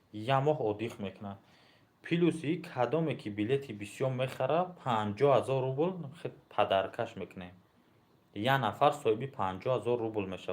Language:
Tajik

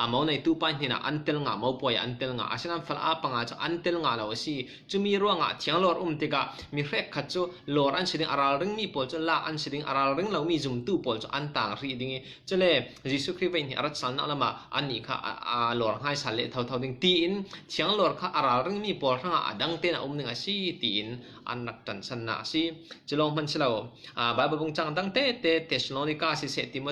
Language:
Falam Chin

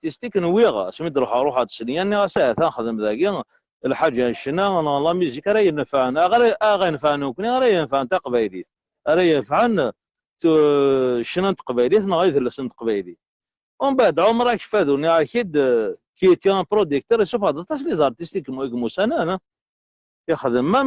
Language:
Kabyle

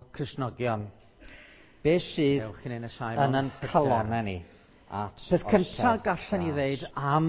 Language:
Welsh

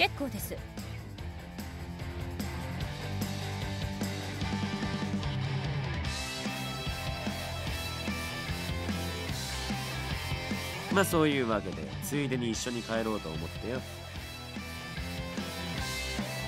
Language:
Japanese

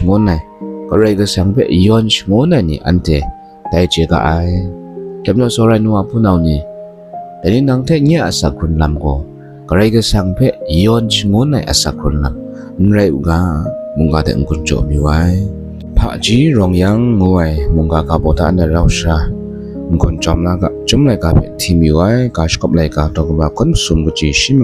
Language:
Kachin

